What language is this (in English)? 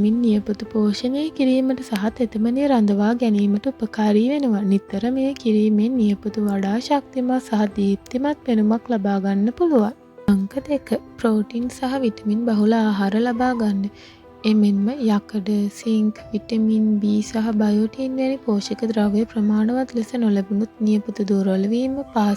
Sinhala